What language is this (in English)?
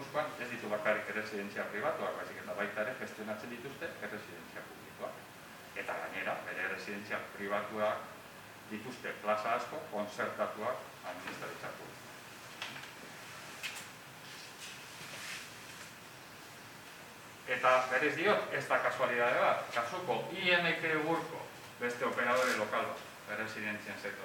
Basque